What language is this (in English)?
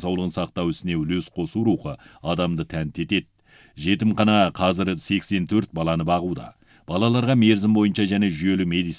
Kazakh